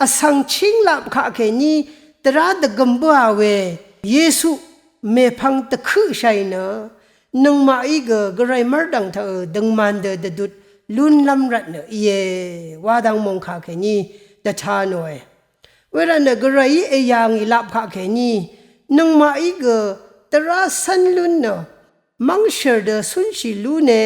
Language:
Rawang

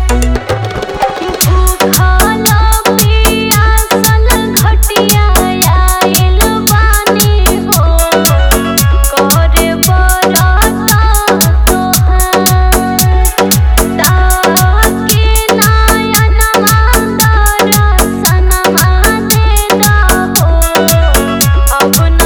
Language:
Bhojpuri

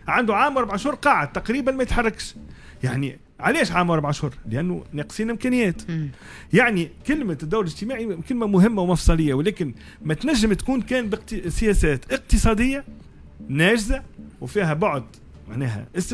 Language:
Tunisian Arabic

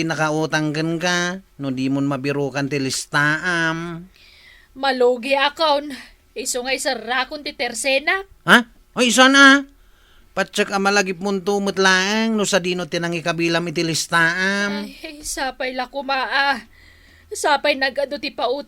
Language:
Iloko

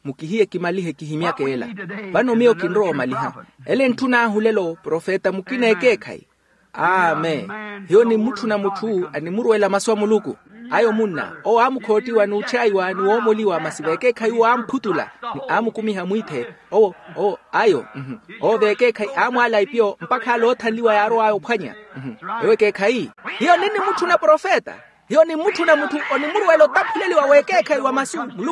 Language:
Makhuwa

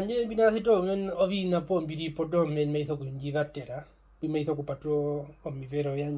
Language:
Herero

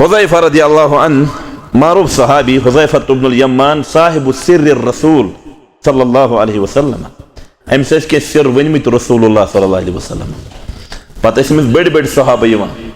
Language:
Kashmiri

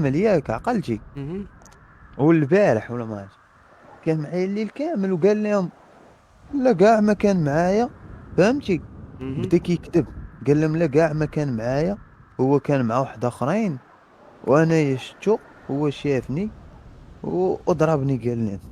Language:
Moroccan Arabic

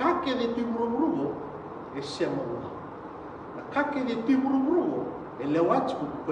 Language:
Fijian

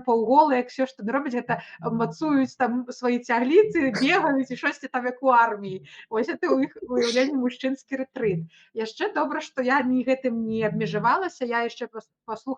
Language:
Belarusian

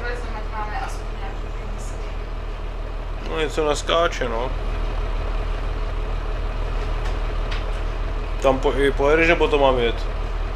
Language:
Czech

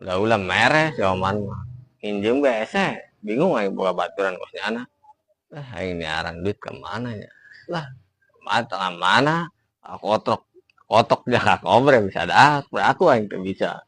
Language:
Sundanese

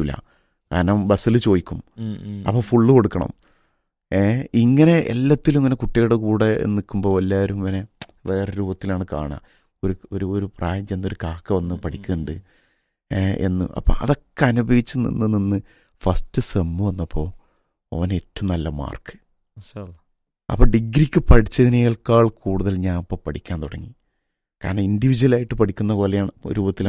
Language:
Malayalam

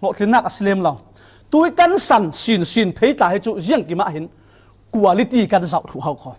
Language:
Falam Chin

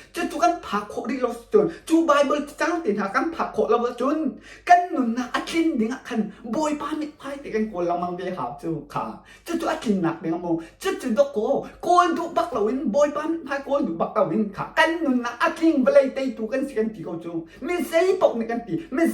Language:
Hakha Chin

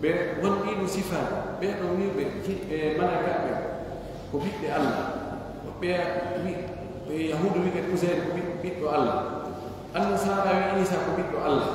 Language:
Fula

